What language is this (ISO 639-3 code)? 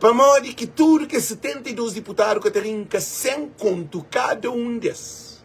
kea